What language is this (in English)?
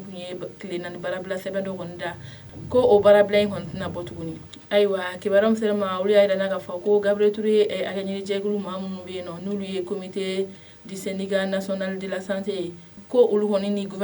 Bambara